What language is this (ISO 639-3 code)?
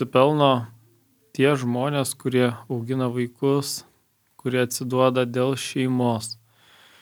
lit